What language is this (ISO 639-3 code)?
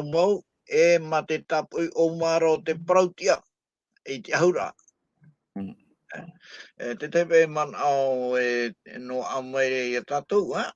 tah